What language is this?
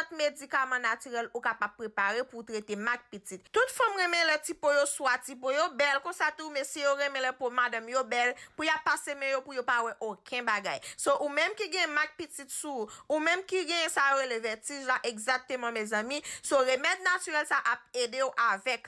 Haitian Creole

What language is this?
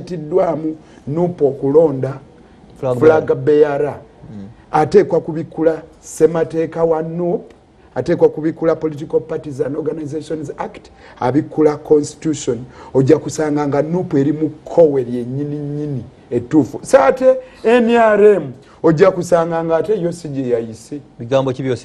Ganda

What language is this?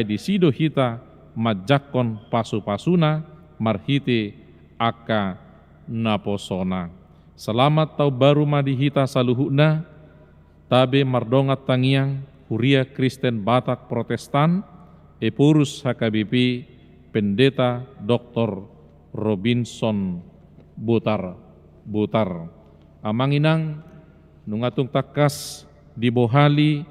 Batak Toba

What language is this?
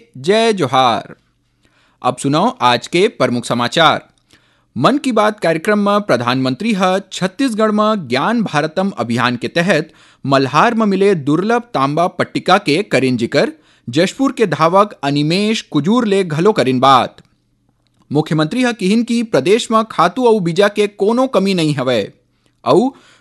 Chhattisgarhi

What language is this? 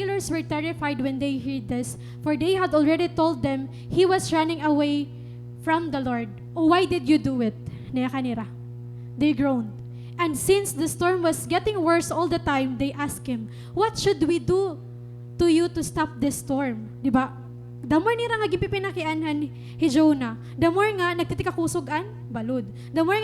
Waray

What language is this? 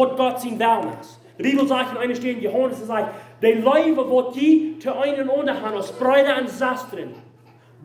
Plautdietsch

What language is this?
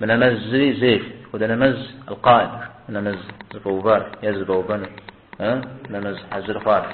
Kabardian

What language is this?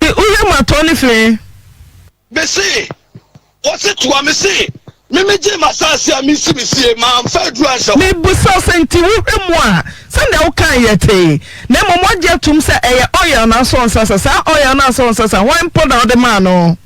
Akan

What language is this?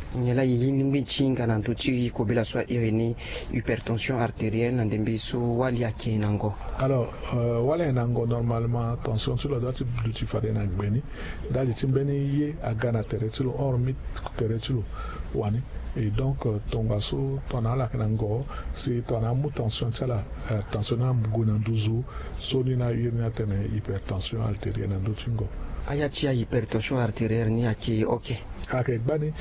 Sango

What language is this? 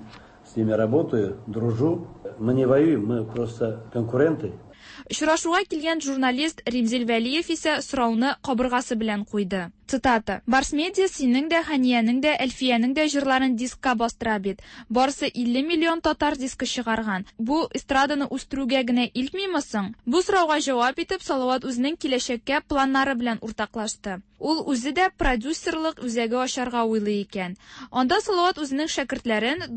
Tatar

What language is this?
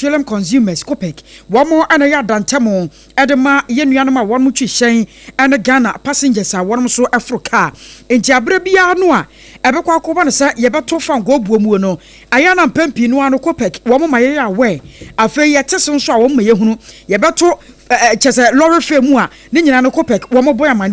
Akan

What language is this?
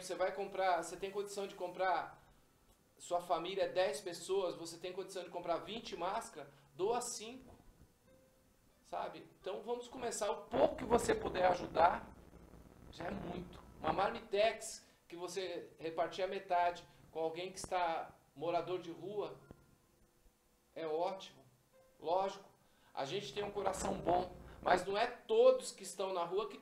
Portuguese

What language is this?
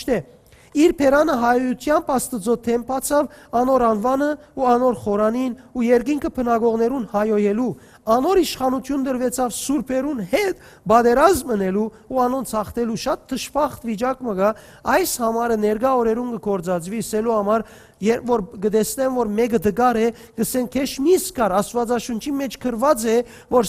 Western Armenian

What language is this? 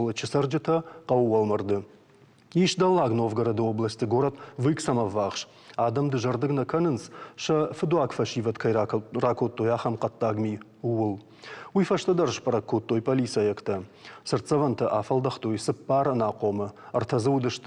Ossetic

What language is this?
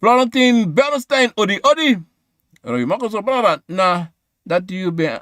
Sranan Tongo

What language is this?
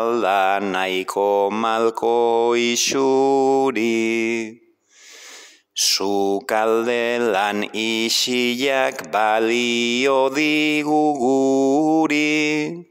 Basque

